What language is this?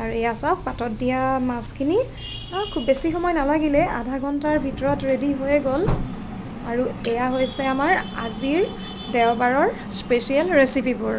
Assamese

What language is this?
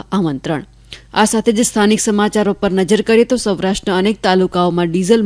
Gujarati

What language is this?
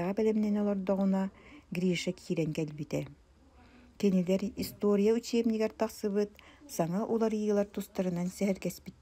Yakut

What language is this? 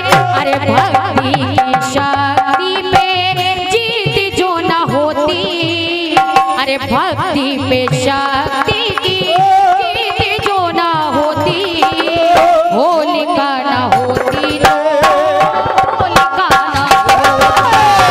Hindi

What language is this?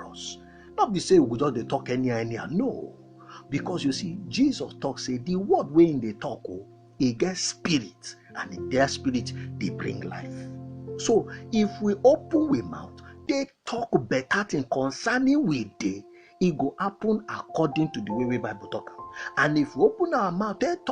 Nigerian Pidgin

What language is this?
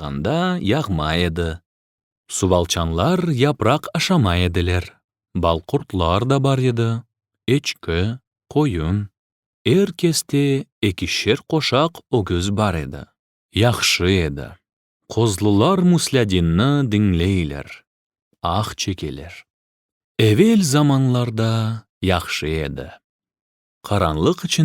Crimean Tatar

